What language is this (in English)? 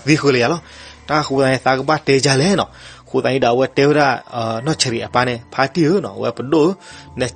S'gaw Karen